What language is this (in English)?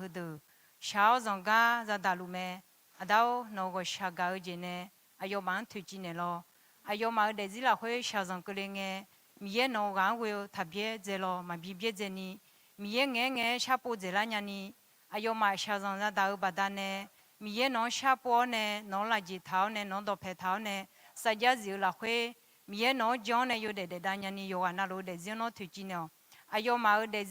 Akha